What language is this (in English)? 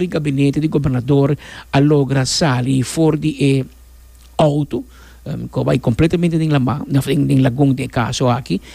Papiamento